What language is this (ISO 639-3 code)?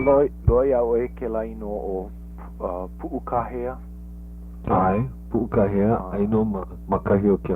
haw